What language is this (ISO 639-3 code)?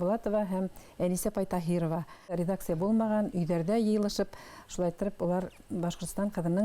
bak